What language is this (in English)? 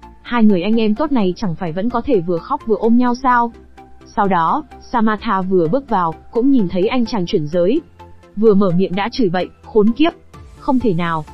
Vietnamese